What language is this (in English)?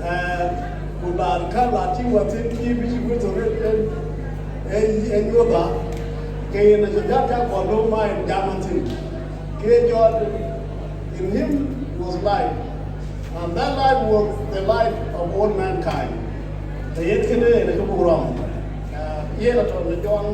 Dinka